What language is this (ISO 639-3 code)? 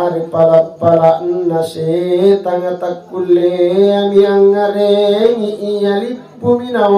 mak